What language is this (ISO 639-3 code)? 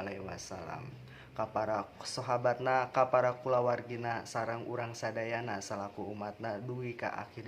sun